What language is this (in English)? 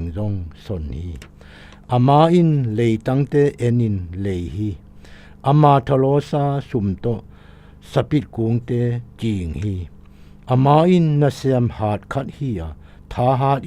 Zou